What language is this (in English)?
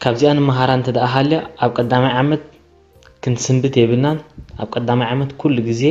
Tigrinya